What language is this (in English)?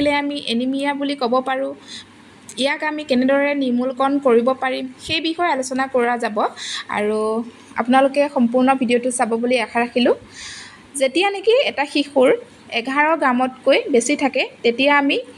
Assamese